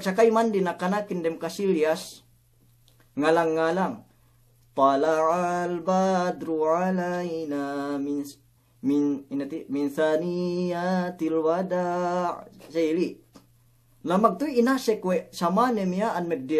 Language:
Yakan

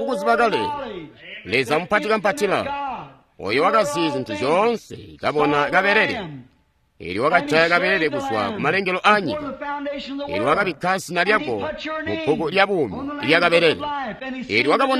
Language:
Tonga (Zambia)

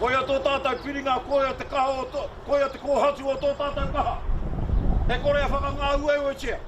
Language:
Māori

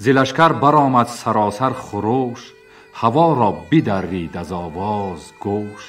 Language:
Tajik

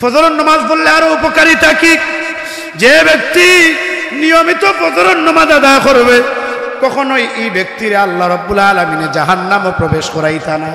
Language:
Sylheti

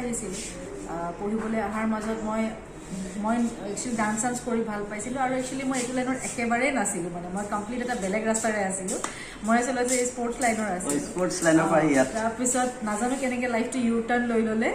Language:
Assamese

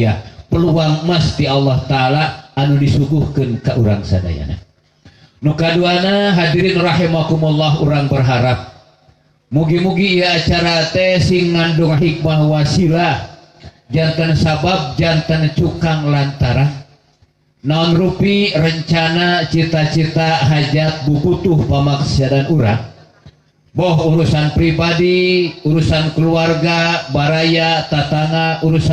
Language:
Sundanese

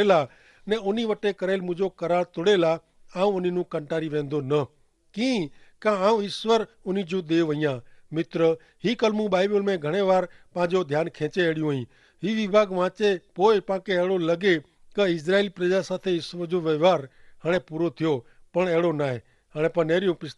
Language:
Kachhi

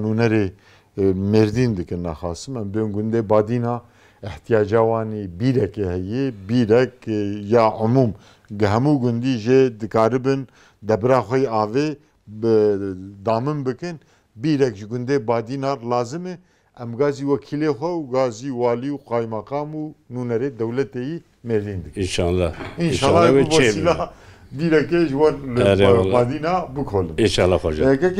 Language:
Kurdish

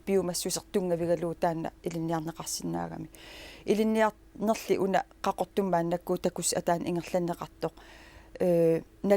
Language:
Kalaallisut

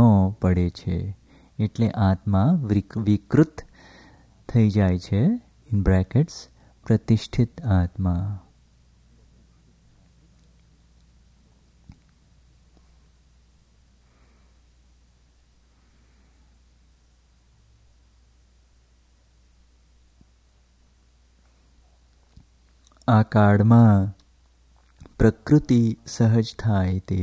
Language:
Gujarati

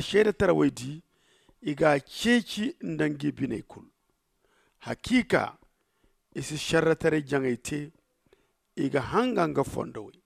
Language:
Zarma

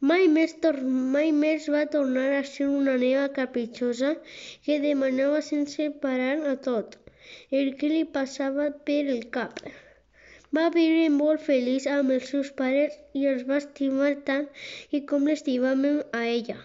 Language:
Catalan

